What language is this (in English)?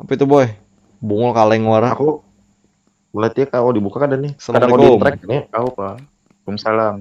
Banjar